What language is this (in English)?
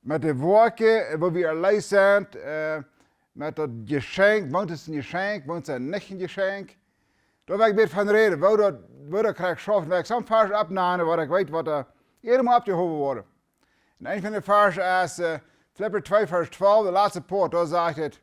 Plautdietsch